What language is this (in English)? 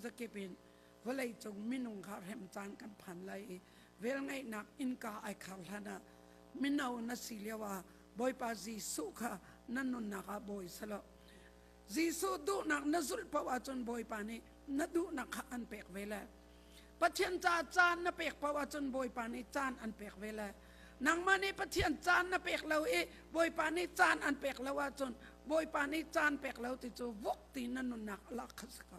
Hakha Chin